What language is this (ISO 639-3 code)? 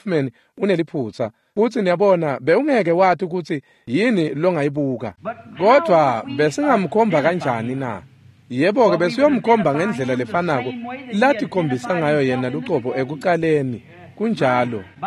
ssw